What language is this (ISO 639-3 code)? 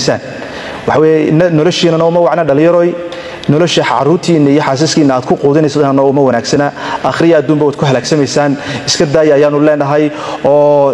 som